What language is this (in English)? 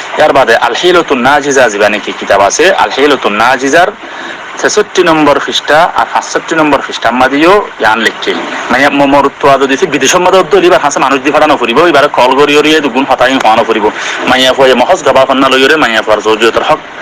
Rohingya